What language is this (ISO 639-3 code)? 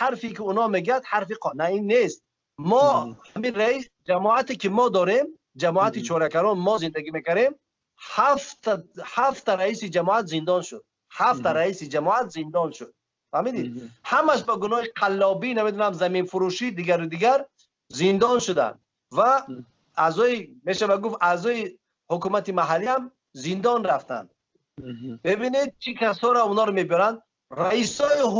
tgk